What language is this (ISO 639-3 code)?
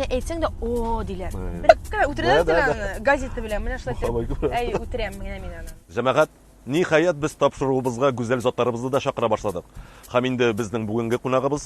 tat